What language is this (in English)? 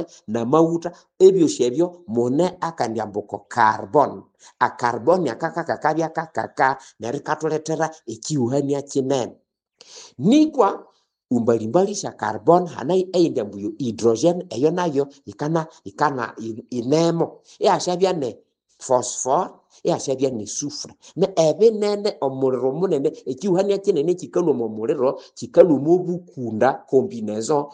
Nande